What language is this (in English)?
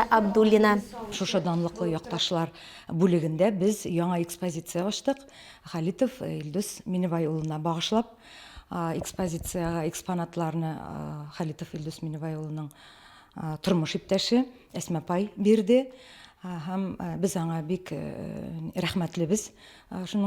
Bashkir